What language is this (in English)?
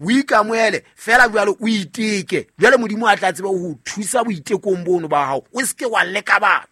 Southern Sotho